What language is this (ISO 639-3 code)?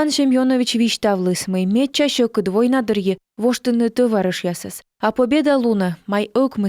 kom